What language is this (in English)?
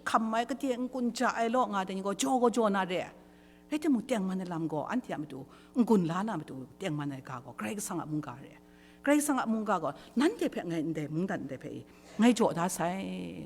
Kachin